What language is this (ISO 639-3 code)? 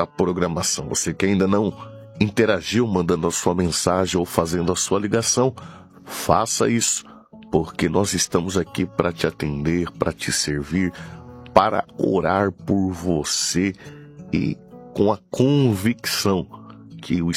por